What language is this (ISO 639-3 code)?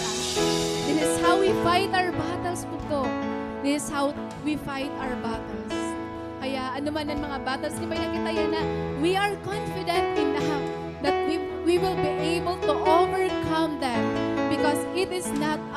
war